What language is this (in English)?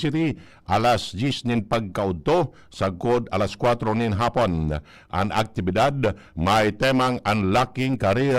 Bikol